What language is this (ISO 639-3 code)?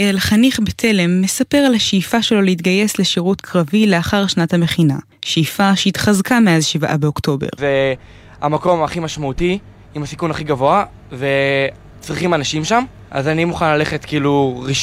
heb